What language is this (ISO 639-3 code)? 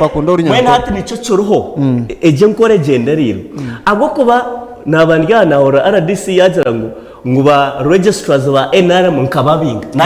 nyn